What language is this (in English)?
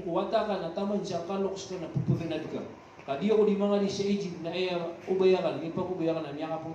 Maranao